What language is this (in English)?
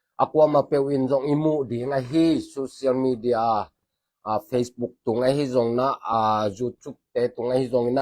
Tedim Chin